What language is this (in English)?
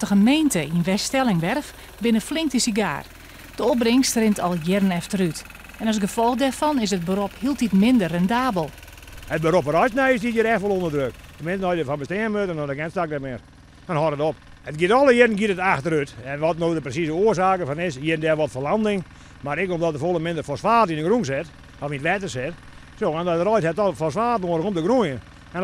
Western Frisian